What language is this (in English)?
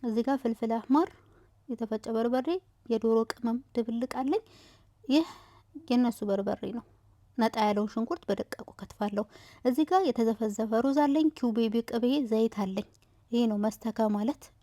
Amharic